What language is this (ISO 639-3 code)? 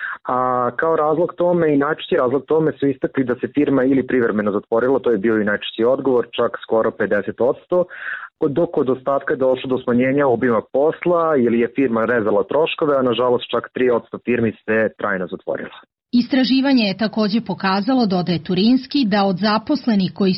bos